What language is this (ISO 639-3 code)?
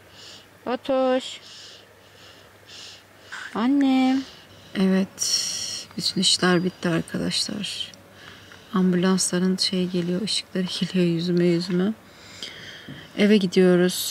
tur